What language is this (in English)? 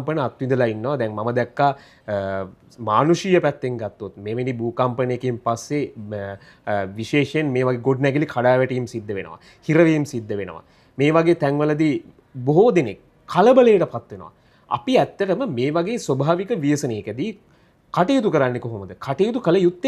Sinhala